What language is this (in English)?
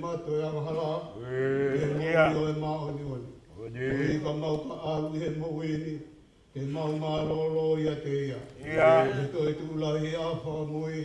Tongan